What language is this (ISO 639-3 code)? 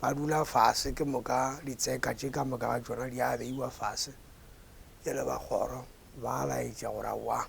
nso